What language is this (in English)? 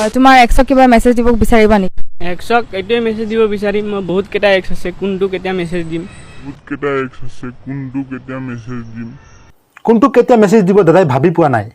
Assamese